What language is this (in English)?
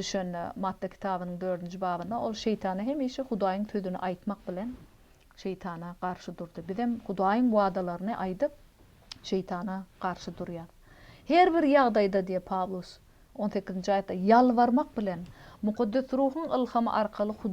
Turkmen